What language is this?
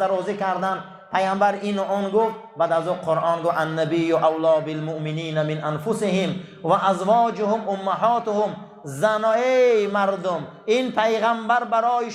Tajik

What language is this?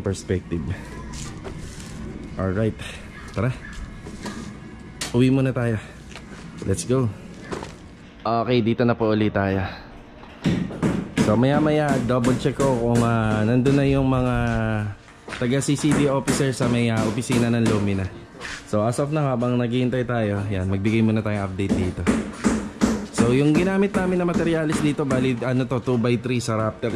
Filipino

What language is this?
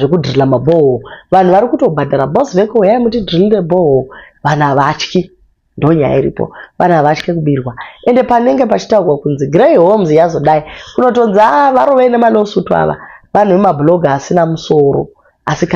Shona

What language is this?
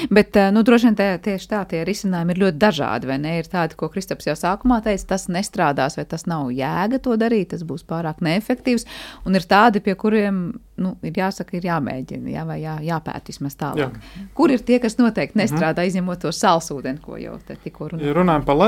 Latvian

